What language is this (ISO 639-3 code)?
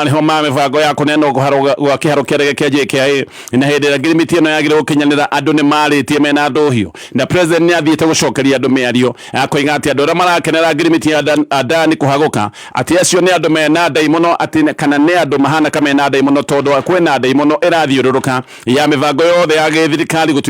kik